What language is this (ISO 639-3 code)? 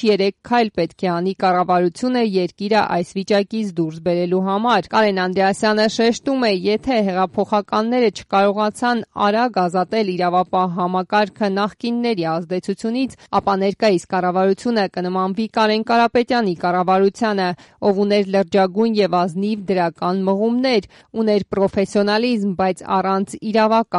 hye